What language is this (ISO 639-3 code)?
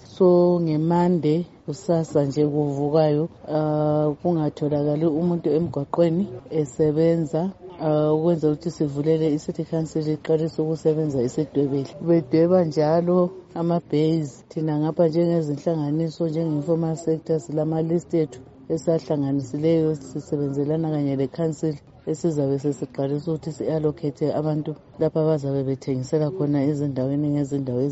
nde